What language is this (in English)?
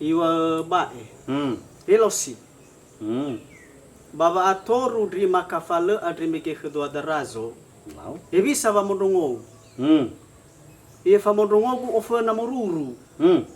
Nias